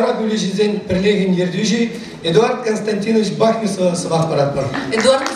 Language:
Chuvash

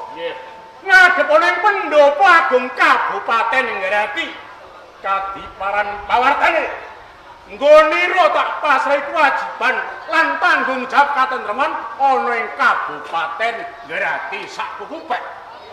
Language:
Javanese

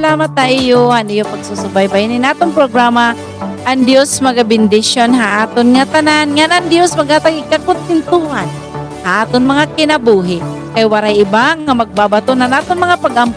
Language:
Waray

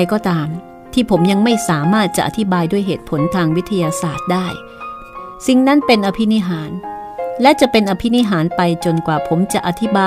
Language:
Thai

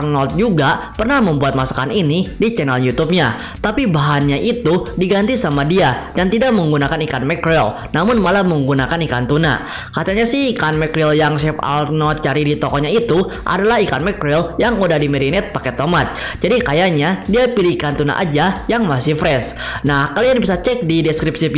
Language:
Indonesian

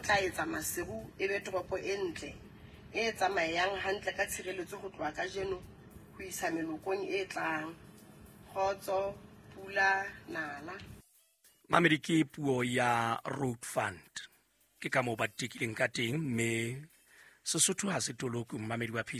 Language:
Southern Sotho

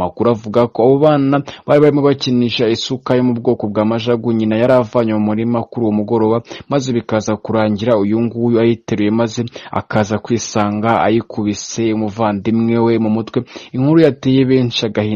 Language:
Kinyarwanda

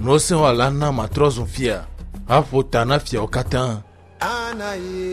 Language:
Ewe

